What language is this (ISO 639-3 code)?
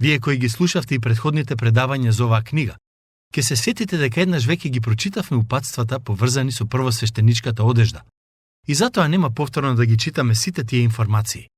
mkd